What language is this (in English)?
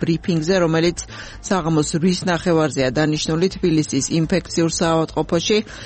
Georgian